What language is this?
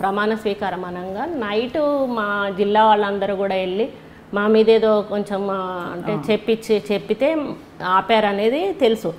Telugu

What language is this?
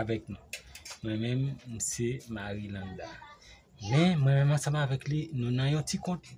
Haitian Creole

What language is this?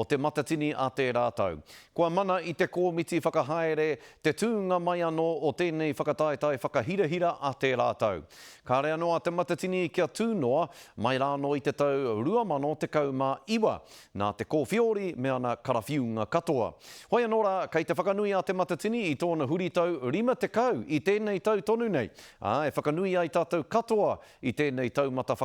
Māori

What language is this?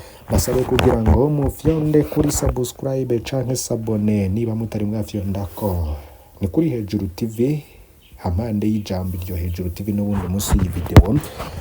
Rundi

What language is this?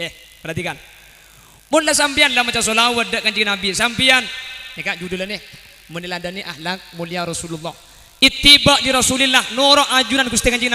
Madurese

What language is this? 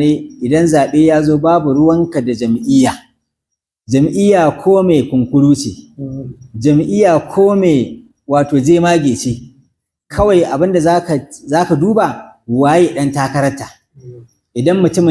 Hausa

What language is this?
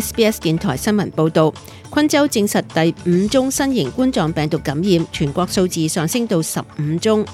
Cantonese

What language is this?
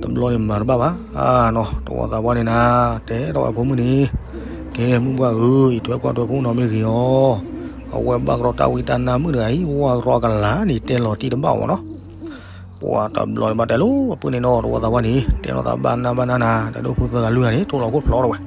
S'gaw Karen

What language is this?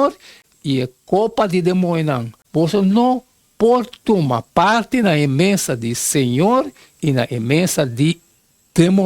Papiamento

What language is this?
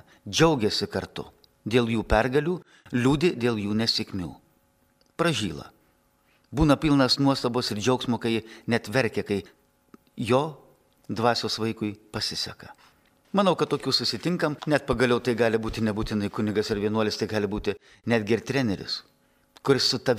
Lithuanian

